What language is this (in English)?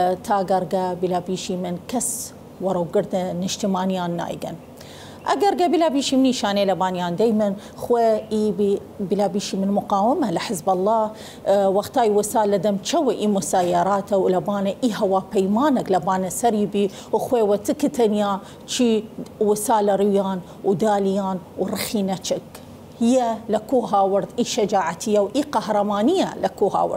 Southern Kurdish